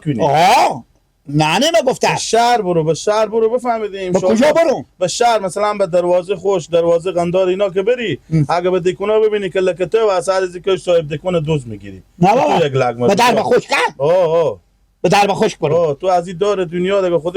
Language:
Persian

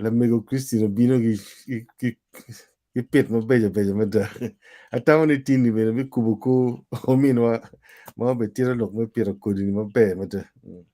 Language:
Acoli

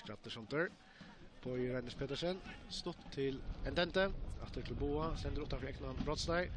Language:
Faroese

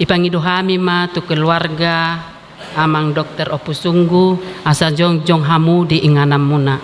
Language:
Batak Toba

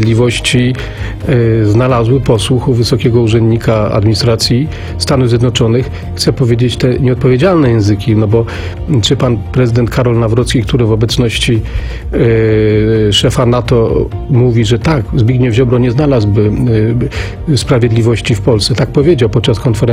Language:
Polish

